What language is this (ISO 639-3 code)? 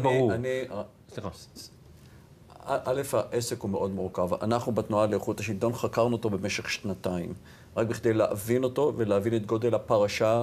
heb